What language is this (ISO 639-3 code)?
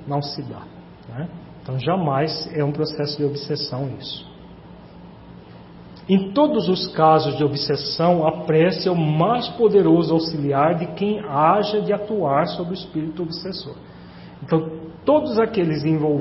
por